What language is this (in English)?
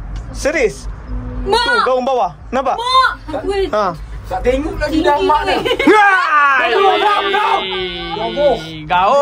Malay